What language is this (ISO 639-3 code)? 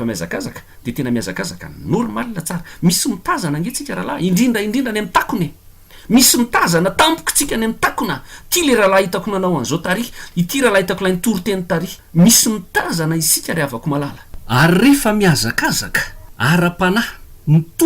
mlg